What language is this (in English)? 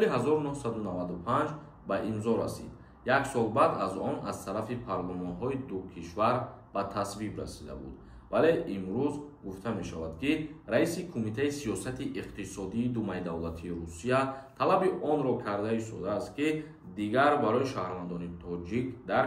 Tajik